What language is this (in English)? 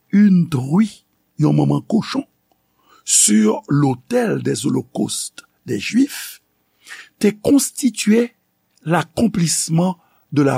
Haitian Creole